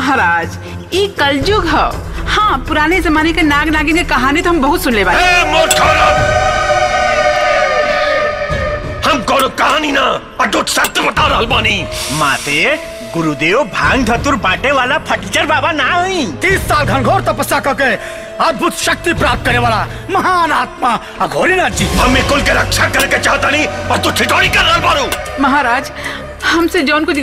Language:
Bhojpuri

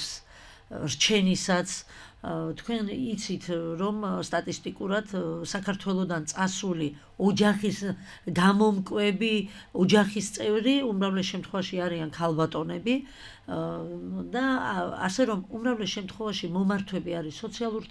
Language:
Georgian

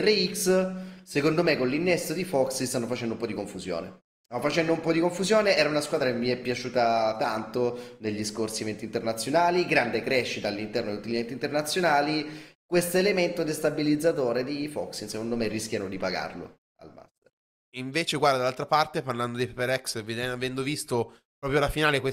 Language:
Italian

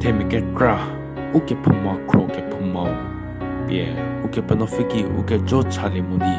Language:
Angami Naga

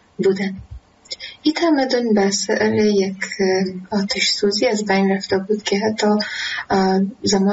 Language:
Persian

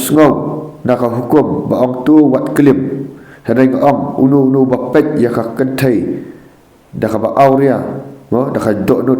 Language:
Khasi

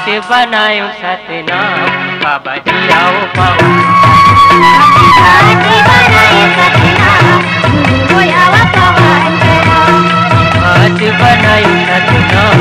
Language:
Chhattisgarhi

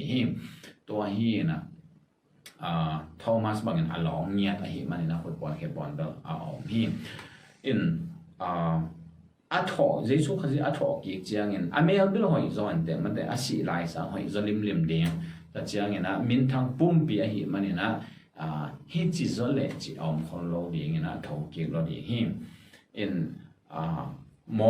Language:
Tedim Chin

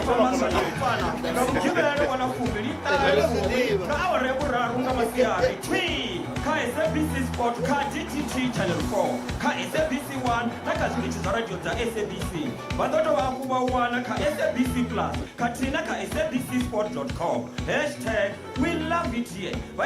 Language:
Venda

